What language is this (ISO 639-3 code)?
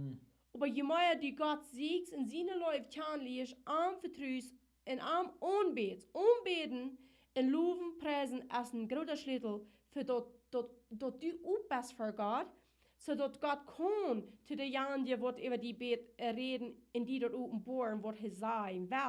pdt